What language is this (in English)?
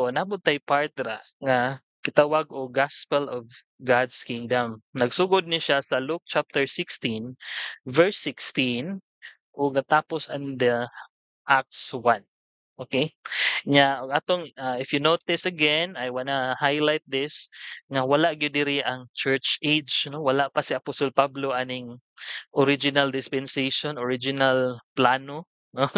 Cebuano